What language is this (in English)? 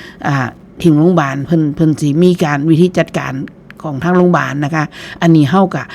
Northeastern Thai